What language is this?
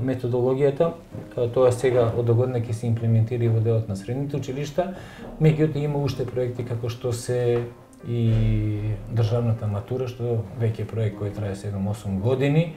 Macedonian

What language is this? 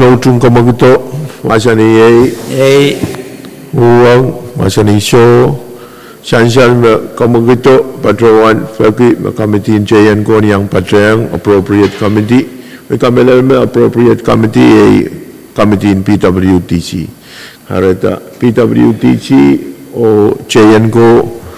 Pohnpeian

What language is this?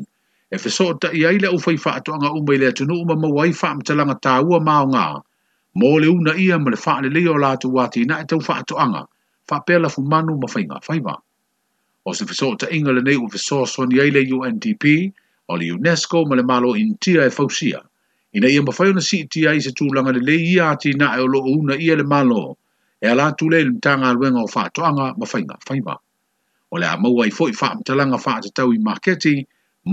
Samoan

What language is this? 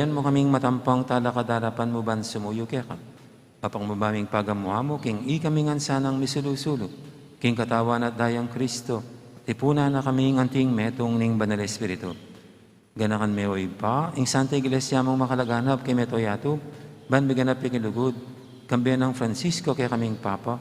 Pampanga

